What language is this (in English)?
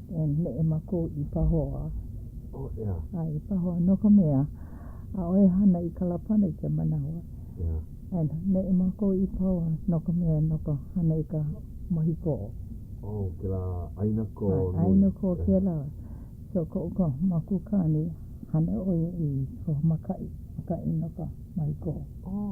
Hawaiian